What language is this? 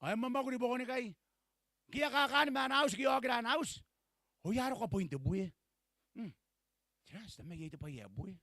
Gilbertese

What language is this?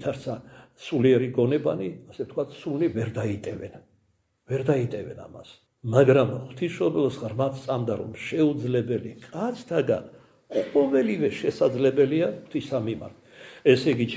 Georgian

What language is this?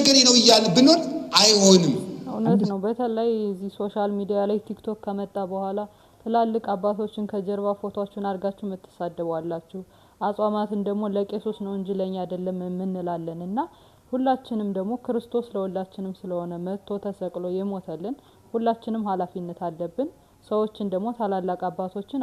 Amharic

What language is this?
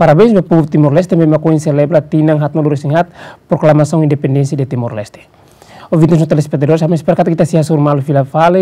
Tetum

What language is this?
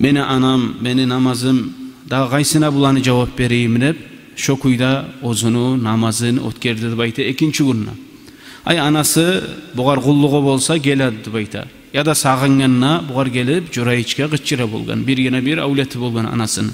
Kumyk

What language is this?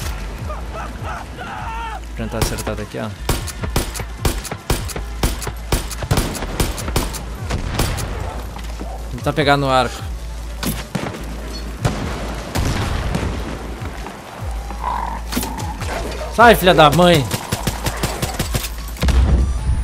Portuguese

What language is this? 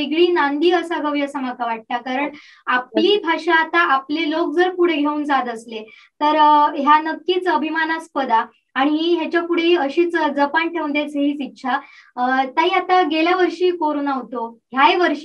Marathi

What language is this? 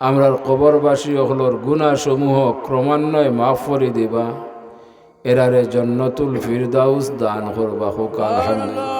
Sylheti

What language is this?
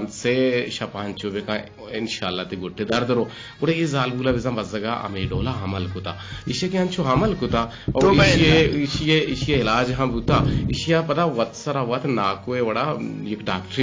Eastern Balochi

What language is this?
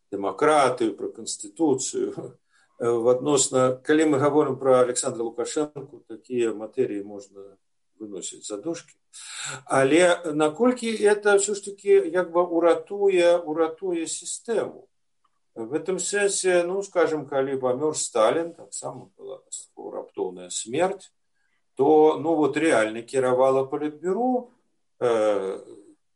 Belarusian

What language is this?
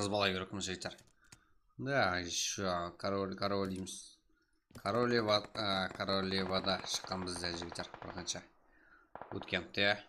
Kara-Kalpak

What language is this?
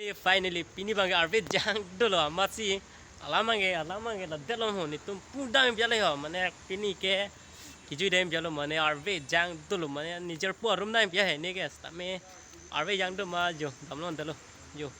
Karbi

